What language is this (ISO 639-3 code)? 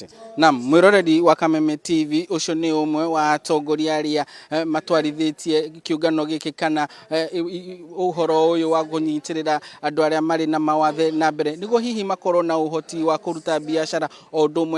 kik